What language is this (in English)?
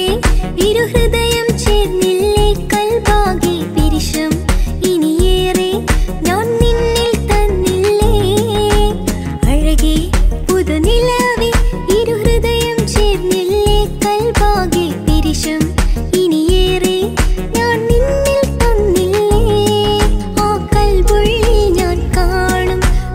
Malayalam